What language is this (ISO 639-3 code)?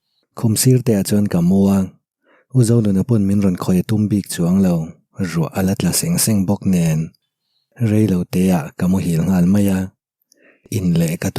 lus